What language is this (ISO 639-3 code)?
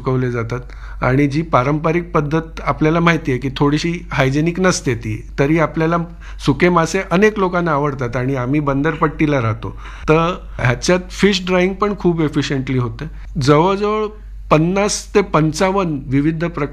mar